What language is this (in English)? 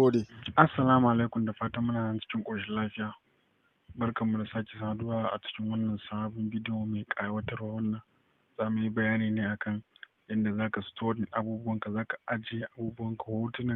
Hausa